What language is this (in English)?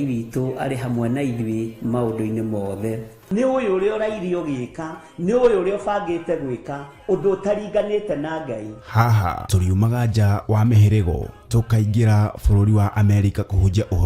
Kikuyu